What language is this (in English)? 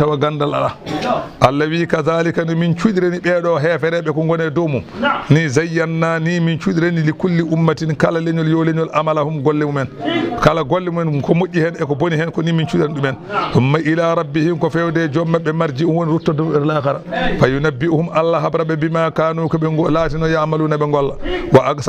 Fula